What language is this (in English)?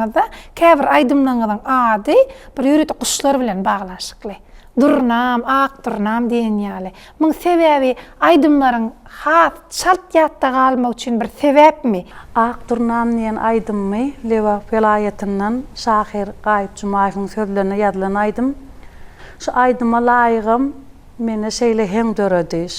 Turkmen